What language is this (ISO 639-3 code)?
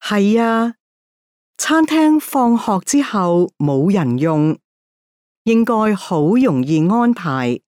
yue